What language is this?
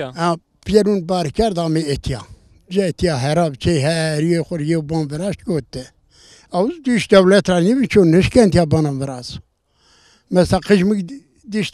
Zaza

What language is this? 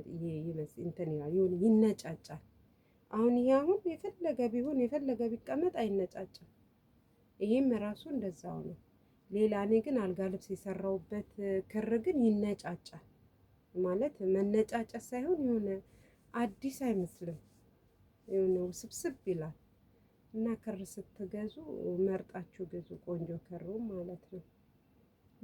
Amharic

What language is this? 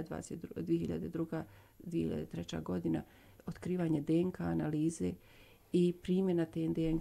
Bosnian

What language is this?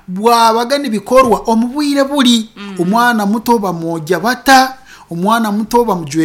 Nyankole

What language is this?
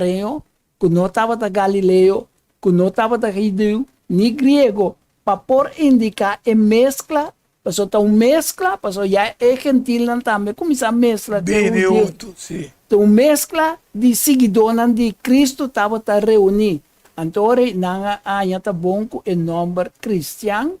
Papiamento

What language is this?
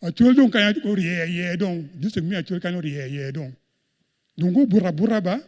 Acoli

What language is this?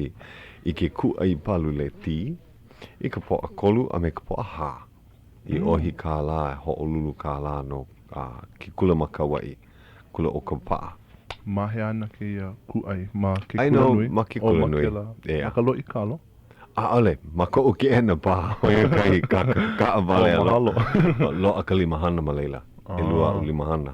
Hawaiian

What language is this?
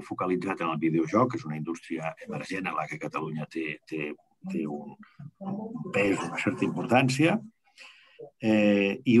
Catalan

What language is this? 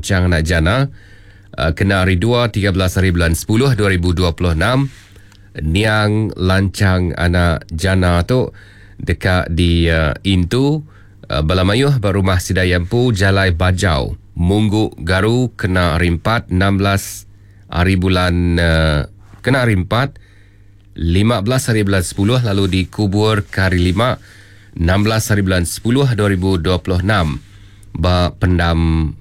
Iban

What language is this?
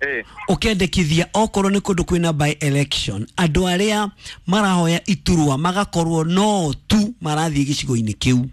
Kikuyu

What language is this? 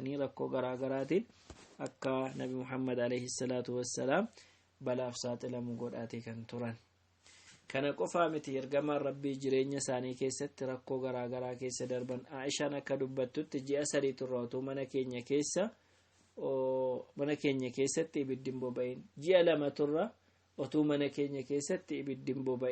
Oromo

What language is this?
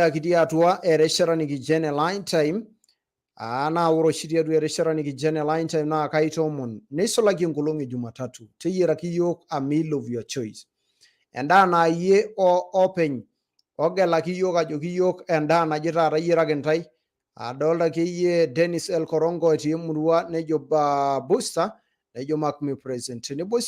Masai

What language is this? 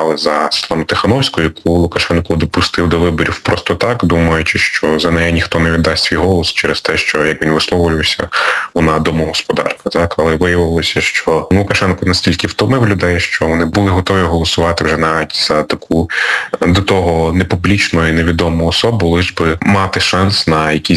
Ukrainian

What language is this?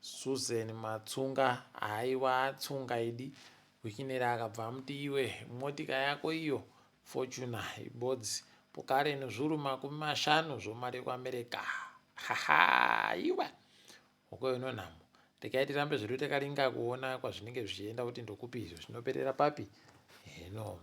Ndau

